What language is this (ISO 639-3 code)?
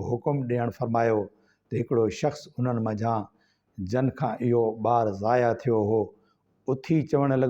snd